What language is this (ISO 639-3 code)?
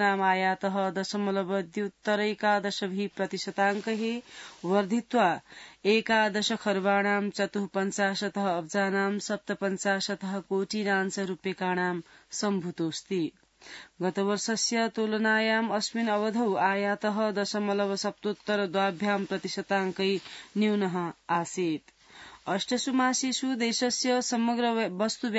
san